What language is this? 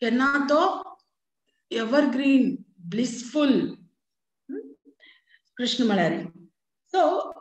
Konkani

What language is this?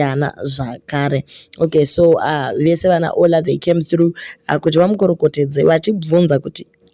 Shona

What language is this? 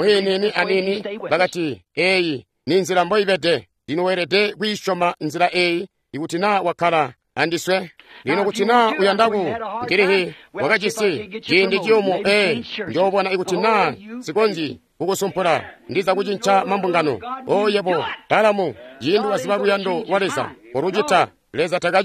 Tonga (Zambia)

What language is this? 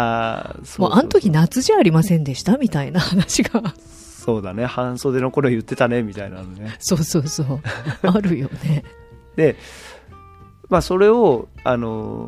Japanese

